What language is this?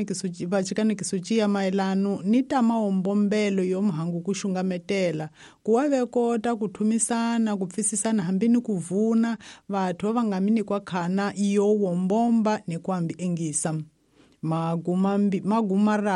Tsonga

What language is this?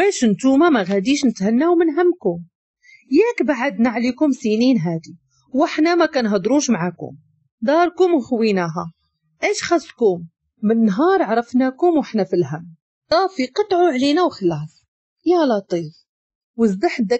Moroccan Arabic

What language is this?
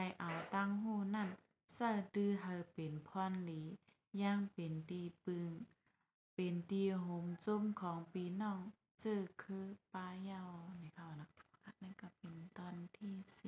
Shan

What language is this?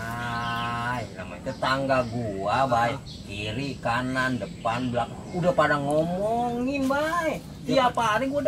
Betawi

